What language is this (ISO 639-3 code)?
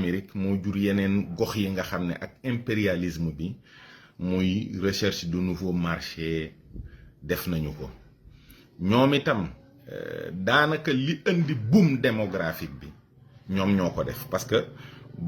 wol